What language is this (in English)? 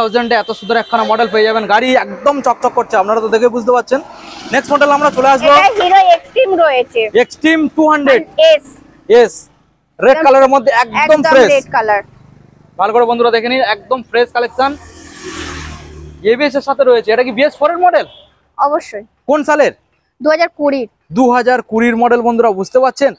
Bangla